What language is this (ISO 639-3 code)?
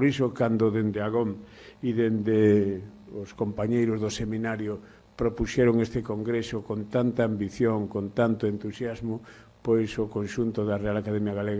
glg